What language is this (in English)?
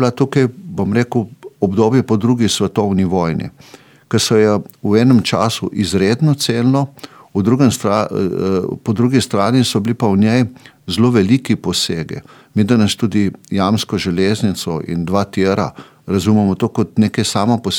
Slovenian